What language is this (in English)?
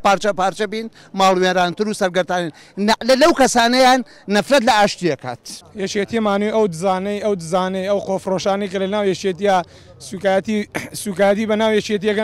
Central Kurdish